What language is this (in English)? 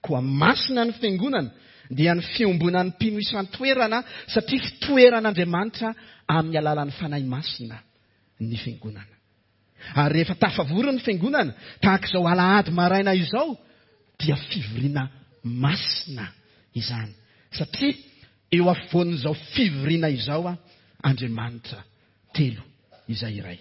Malagasy